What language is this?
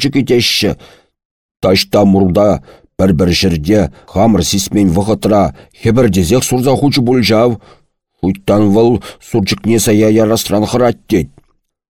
Chuvash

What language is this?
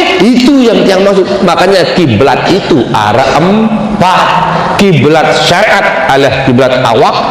Sasak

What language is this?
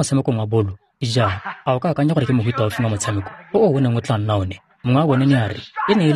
Tswana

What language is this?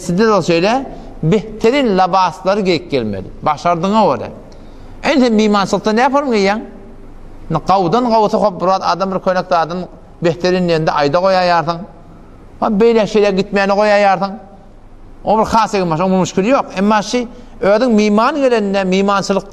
Turkmen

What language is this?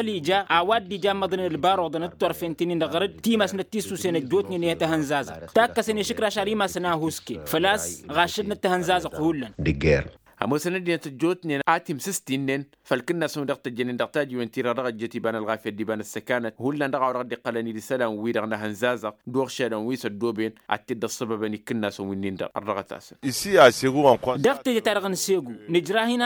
Tamasheq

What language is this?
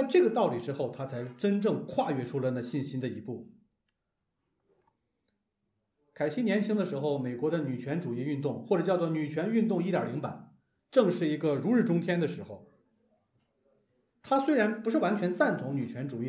Chinese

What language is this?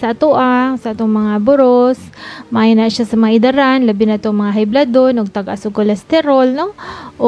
Cebuano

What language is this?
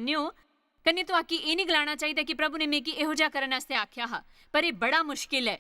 Dogri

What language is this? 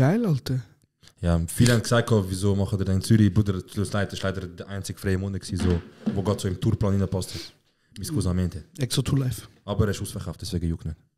Swiss German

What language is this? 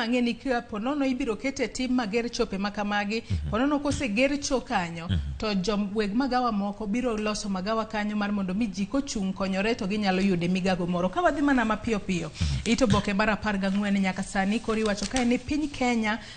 Luo (Kenya and Tanzania)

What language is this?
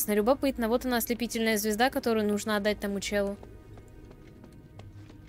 Russian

